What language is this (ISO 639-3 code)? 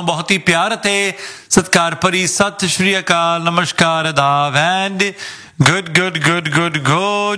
pan